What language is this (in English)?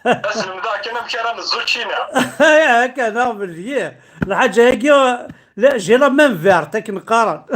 Kabyle